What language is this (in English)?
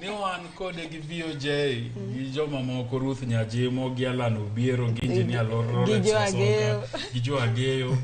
Luo (Kenya and Tanzania)